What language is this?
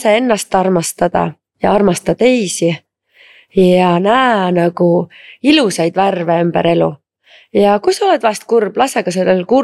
Estonian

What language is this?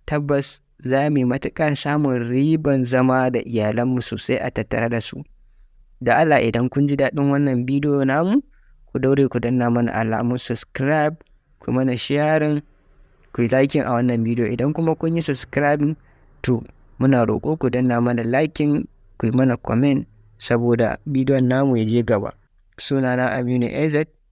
Hausa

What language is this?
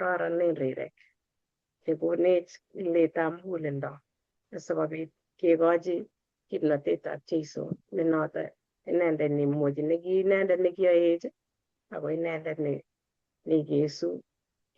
Kalenjin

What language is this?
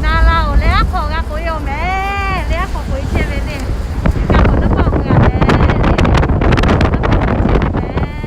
Lahu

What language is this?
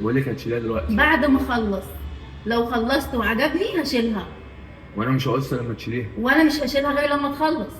Egyptian Arabic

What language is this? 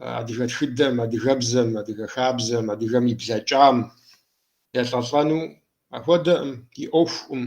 Kabardian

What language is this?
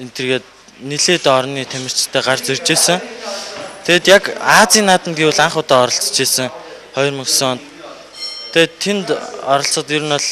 Mongolian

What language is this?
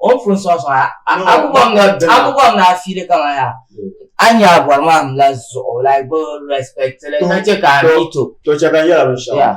Dagbani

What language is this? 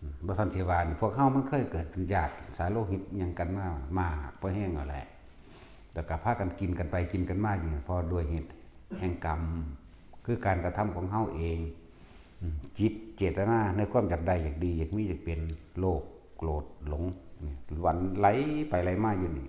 Northeastern Thai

